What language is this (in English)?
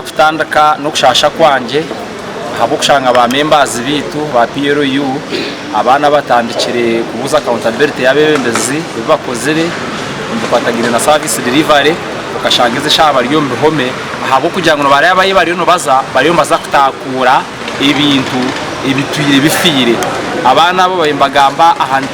Nyankole